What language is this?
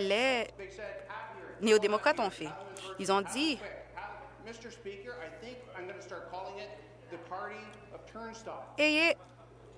French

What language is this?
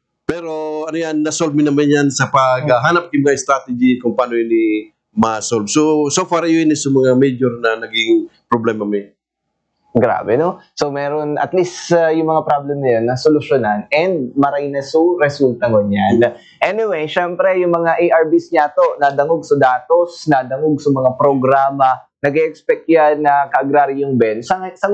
Bikol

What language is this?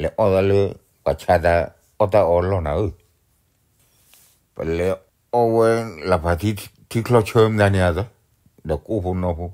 S'gaw Karen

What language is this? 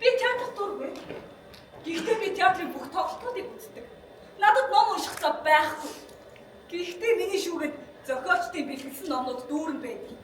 Mongolian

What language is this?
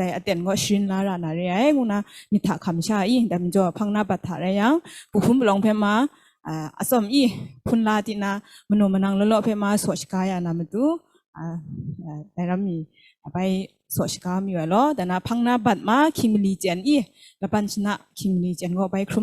Kachin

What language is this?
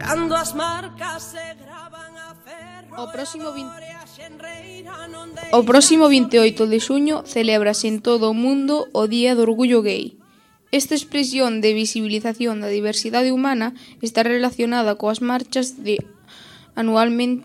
Galician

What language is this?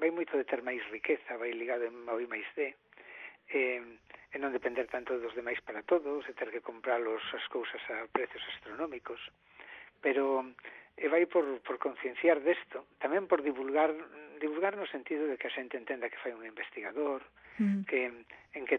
Galician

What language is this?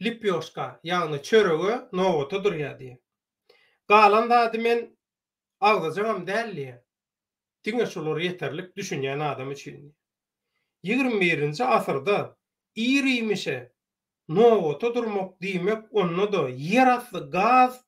Turkmen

